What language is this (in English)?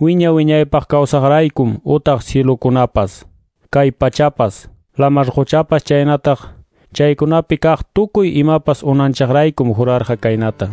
Ayacucho Quechua